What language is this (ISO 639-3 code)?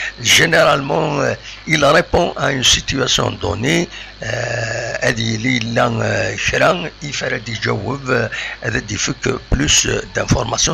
kab